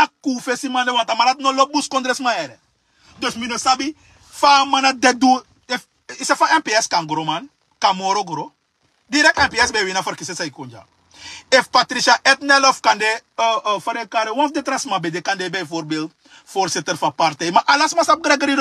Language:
Sranan Tongo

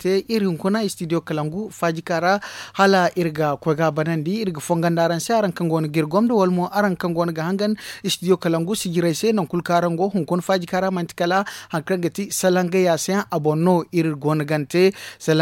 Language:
Zarma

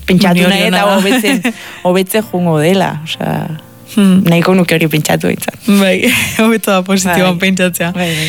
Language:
Basque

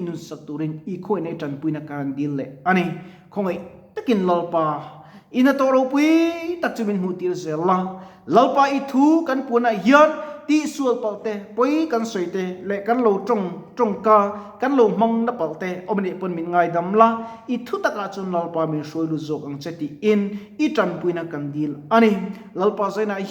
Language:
Mizo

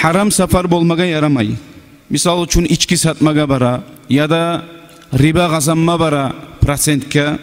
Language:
Kumyk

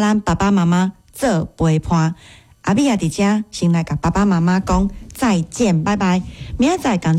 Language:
Min Nan Chinese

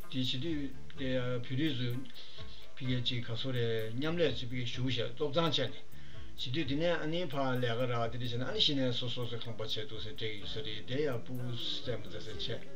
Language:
Tibetan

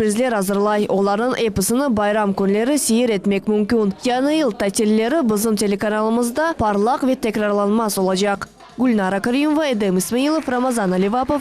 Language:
Crimean Tatar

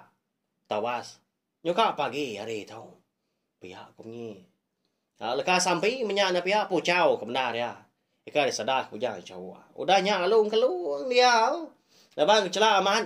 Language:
Iban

